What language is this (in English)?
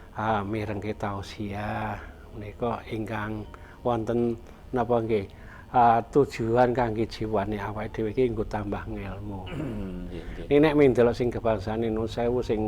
Javanese